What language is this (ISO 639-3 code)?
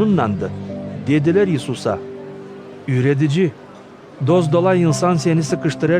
gag